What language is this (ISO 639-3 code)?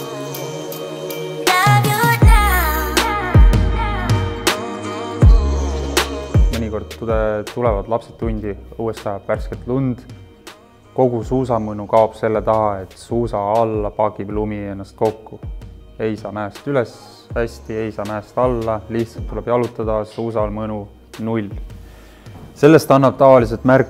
est